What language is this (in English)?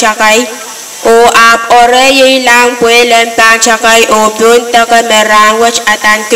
Pohnpeian